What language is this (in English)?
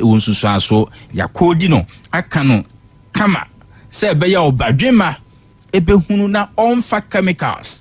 Akan